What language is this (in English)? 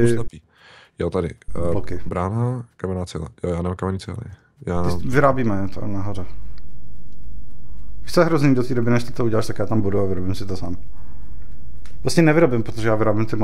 Czech